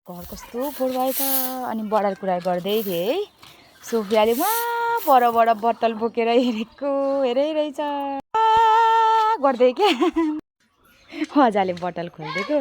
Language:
Nepali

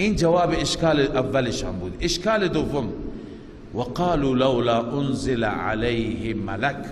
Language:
Persian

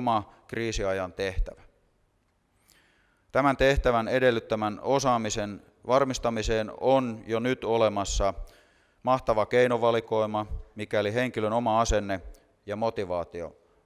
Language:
Finnish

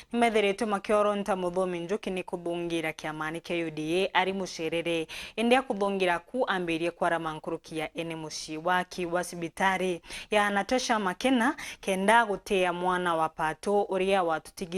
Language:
Meru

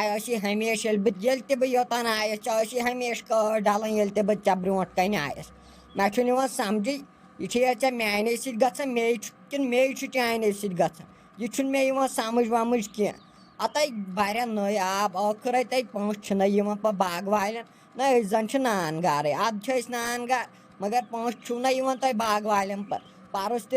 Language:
Kashmiri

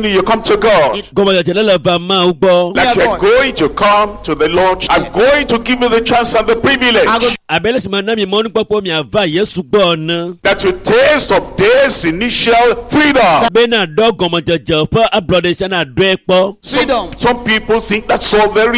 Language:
Ewe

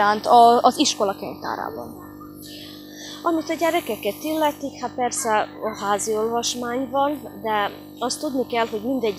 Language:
Hungarian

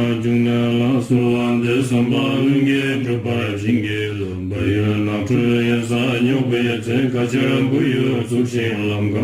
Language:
Tibetan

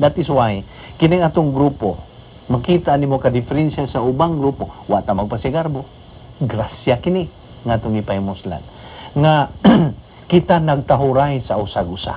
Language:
Cebuano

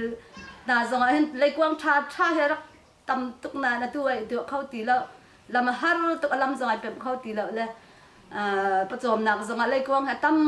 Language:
Hakha Chin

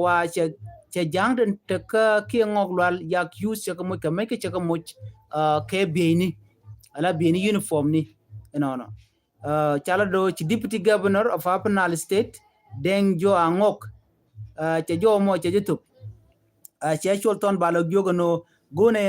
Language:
Nuer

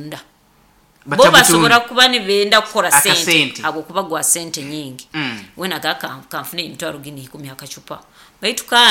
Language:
Nyoro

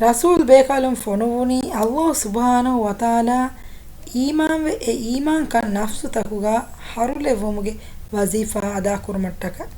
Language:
Divehi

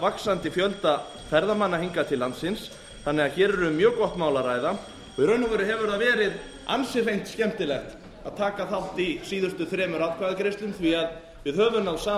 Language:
Icelandic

